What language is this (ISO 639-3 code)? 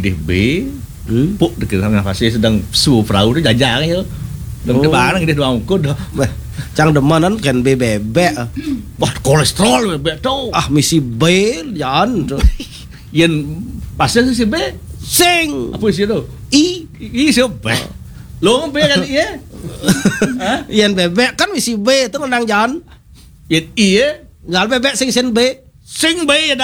ban